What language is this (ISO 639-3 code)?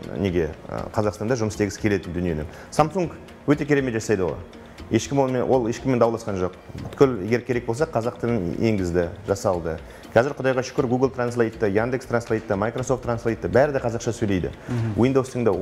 kaz